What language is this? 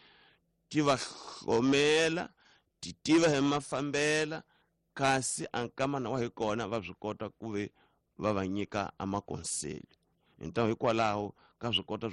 Tsonga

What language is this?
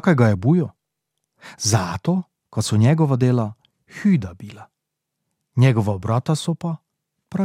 Slovenian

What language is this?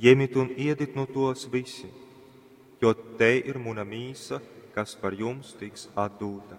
Latgalian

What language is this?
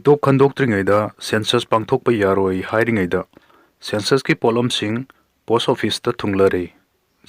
Manipuri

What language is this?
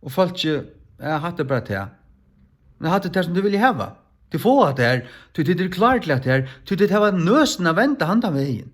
Faroese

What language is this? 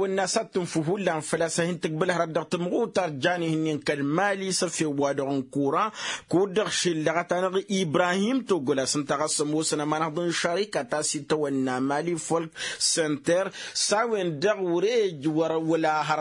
Tamasheq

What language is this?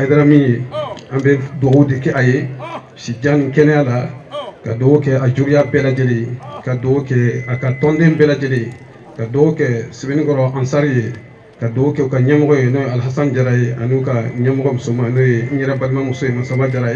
Bambara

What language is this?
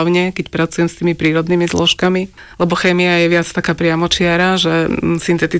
Slovak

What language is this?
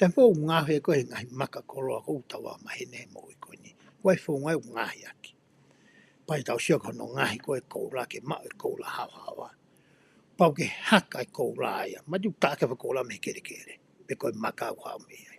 Tongan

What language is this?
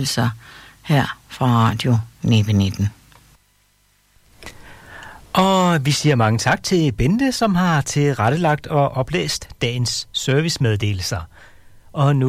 Danish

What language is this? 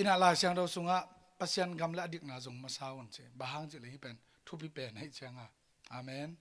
Tedim Chin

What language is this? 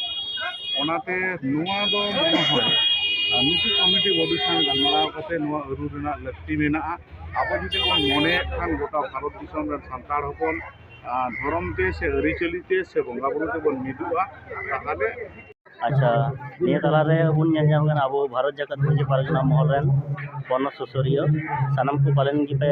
Santali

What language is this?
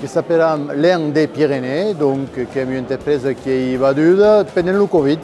Occitan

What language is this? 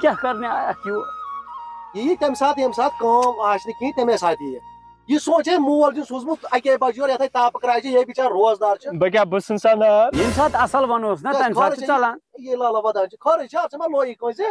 Kashmiri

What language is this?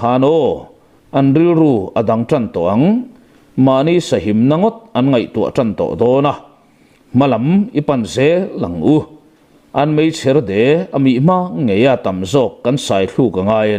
Mizo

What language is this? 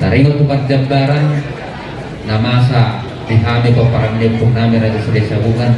Batak Toba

